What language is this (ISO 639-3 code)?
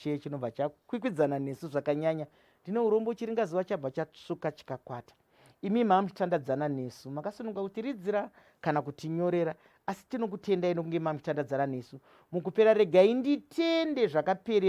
sna